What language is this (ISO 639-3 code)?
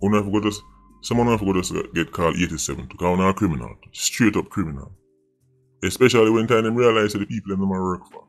jam